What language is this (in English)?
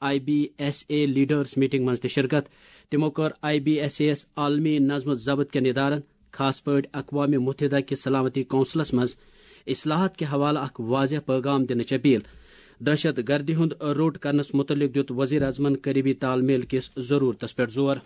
Kashmiri